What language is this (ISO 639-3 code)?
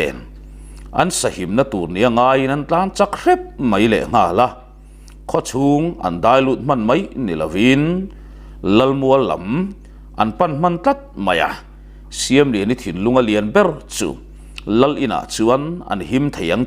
lus